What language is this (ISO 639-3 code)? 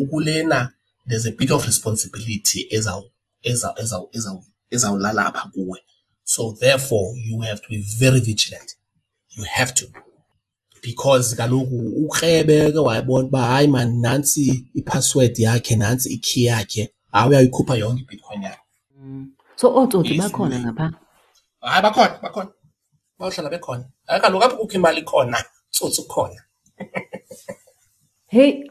xho